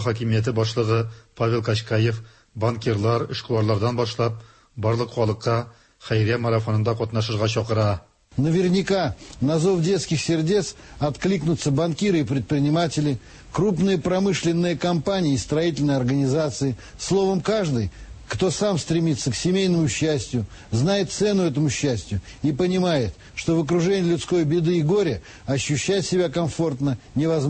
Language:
Tatar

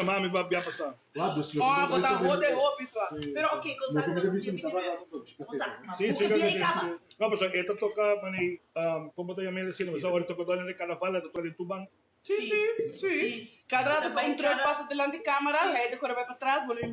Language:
Papiamento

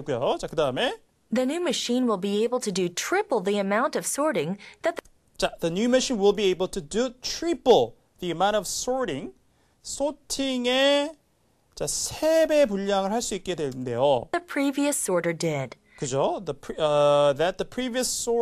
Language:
Korean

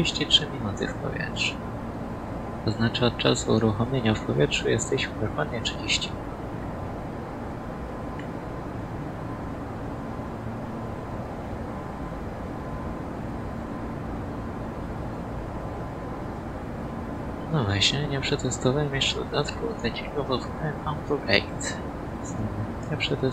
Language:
Polish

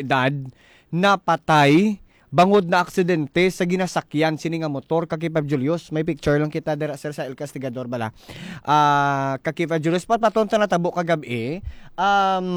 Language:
Hiligaynon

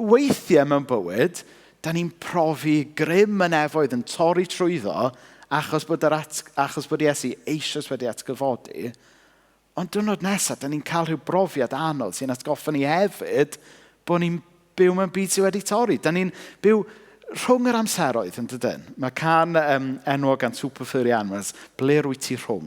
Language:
Welsh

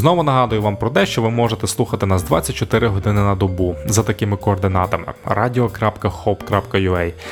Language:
Ukrainian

